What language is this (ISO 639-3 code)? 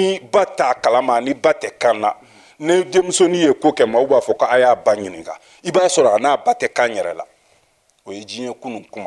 bam